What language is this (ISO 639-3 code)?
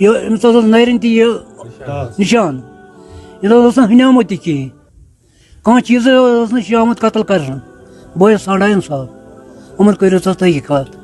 kas